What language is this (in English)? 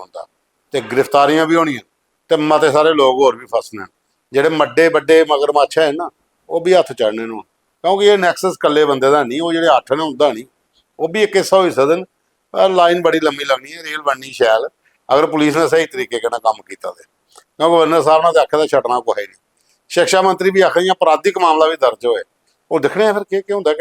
Dogri